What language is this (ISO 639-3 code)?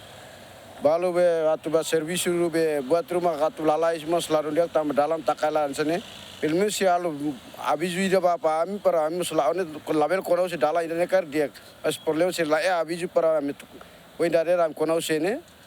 tet